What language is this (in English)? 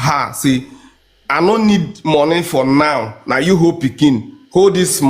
Nigerian Pidgin